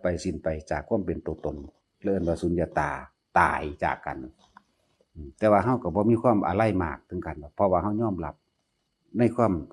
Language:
Northeastern Thai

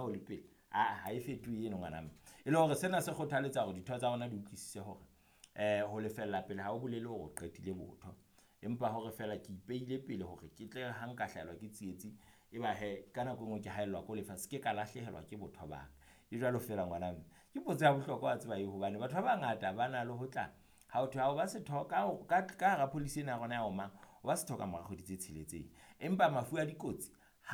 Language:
Southern Sotho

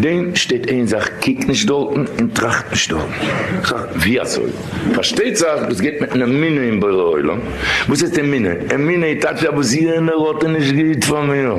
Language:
Yiddish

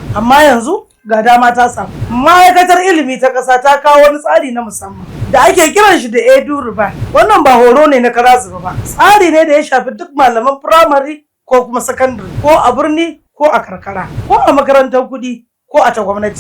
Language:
Hausa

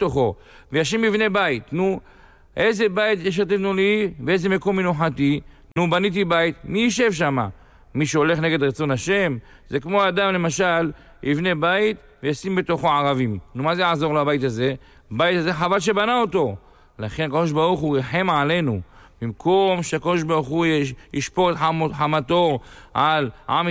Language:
Hebrew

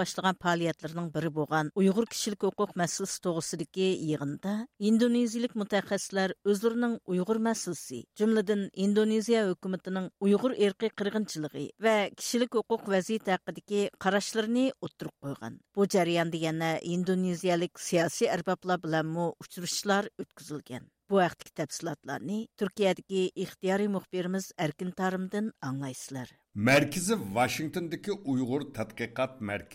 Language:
Uyghur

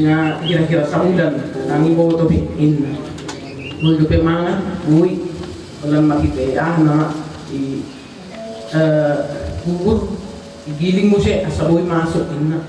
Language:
Batak Toba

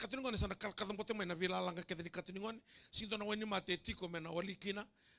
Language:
Fijian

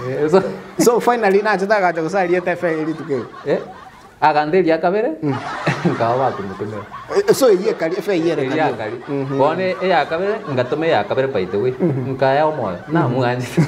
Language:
Gusii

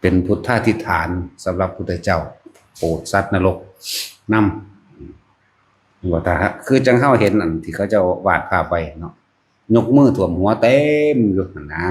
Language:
Northeastern Thai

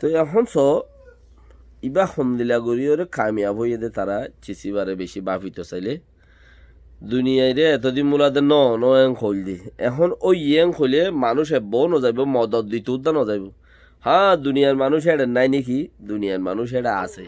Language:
Rohingya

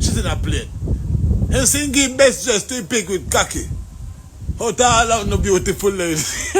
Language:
Jamaican Creole English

